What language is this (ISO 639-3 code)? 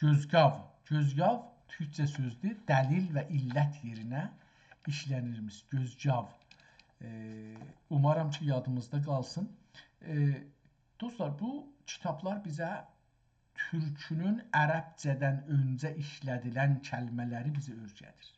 azb